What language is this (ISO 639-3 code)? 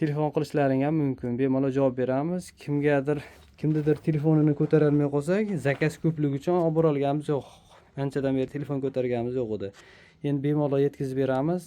uzb